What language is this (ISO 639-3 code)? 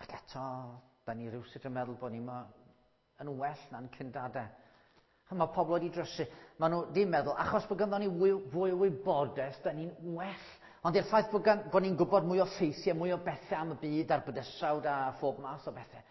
cym